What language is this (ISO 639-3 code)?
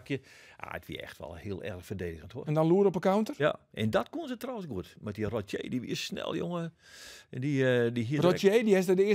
fry